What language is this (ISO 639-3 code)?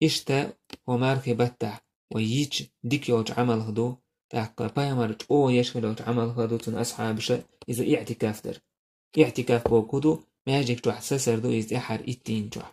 che